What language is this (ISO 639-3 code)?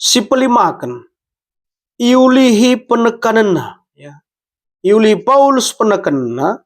btx